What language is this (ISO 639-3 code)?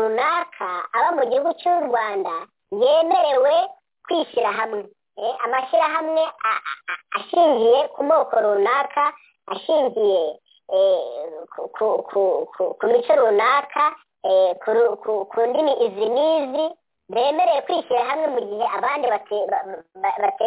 kin